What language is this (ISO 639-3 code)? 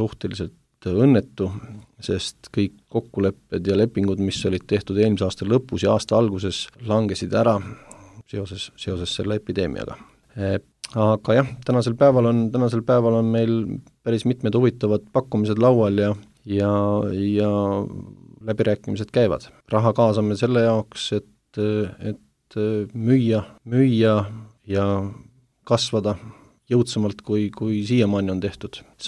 est